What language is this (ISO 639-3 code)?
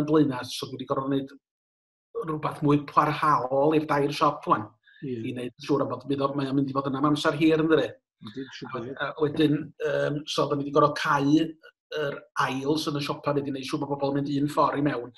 cym